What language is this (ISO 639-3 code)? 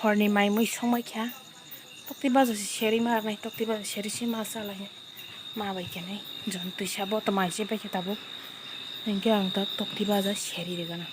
trp